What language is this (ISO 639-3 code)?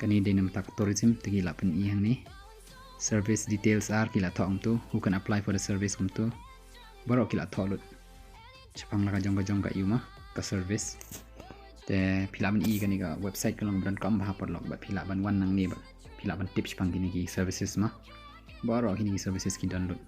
kha